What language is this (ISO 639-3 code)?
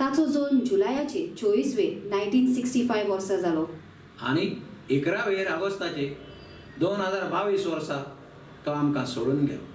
kok